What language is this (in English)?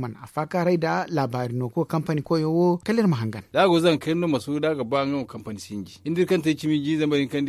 Zarma